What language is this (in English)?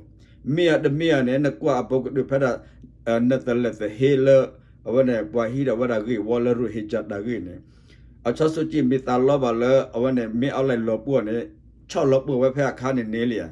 S'gaw Karen